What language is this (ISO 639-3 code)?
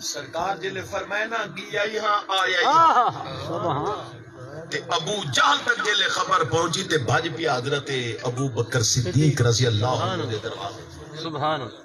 skr